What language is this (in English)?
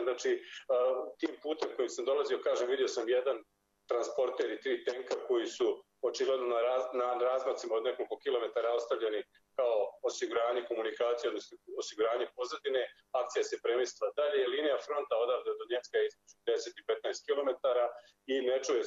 Bosnian